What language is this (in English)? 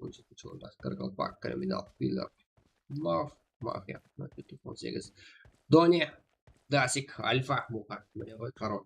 Kara-Kalpak